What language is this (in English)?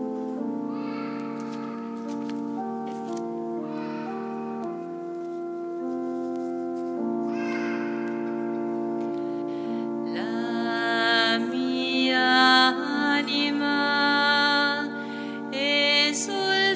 Italian